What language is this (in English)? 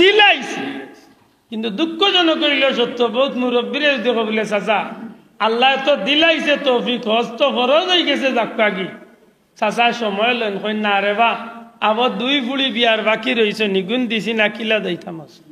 Sylheti